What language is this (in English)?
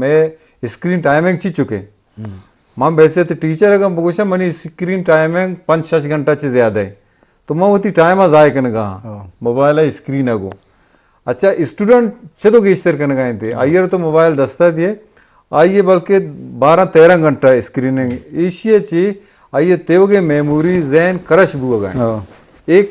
Eastern Balochi